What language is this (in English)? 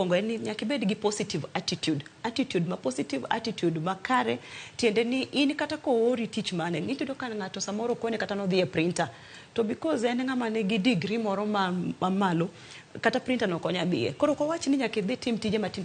Luo (Kenya and Tanzania)